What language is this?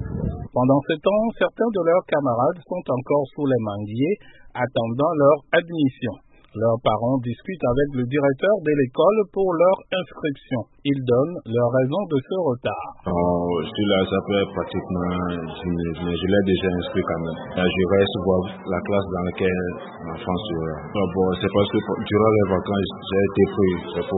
French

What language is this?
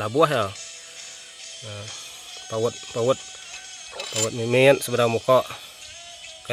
Iban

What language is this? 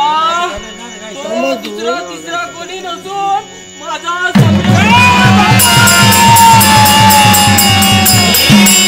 Marathi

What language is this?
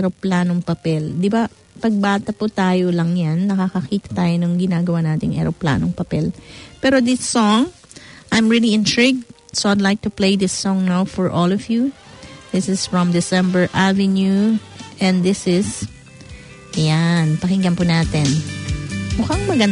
Filipino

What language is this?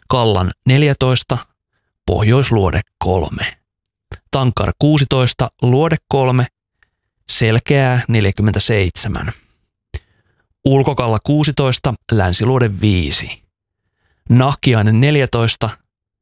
Finnish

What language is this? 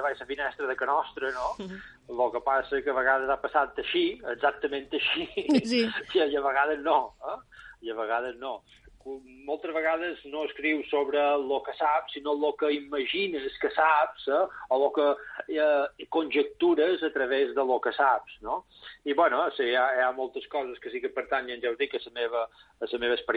Catalan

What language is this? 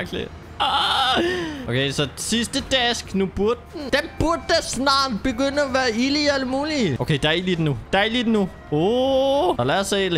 Danish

